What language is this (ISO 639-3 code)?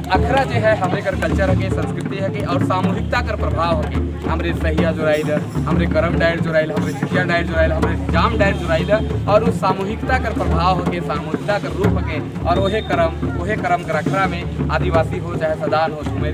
sck